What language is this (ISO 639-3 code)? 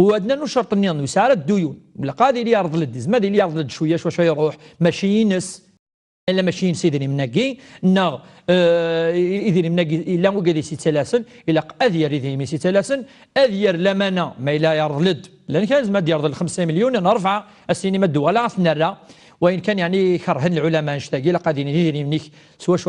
kab